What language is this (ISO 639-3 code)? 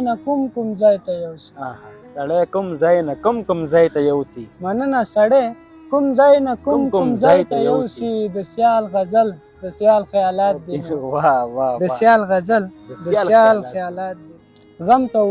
pus